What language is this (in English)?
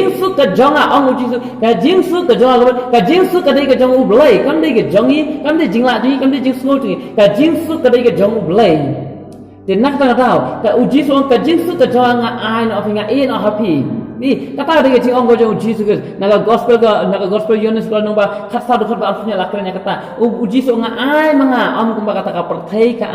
Khasi